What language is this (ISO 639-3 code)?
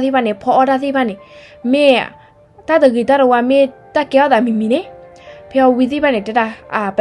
ksw